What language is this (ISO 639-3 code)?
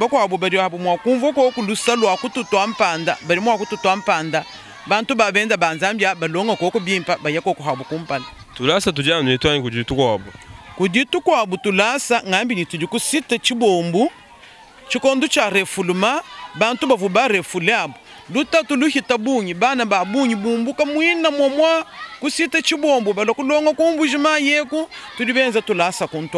lua